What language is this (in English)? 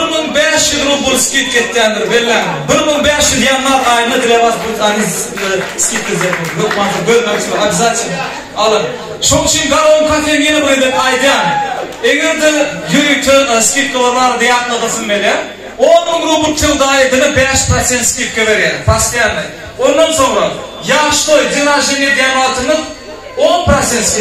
Turkmen